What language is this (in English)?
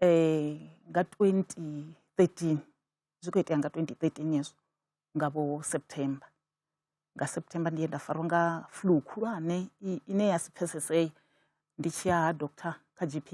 Venda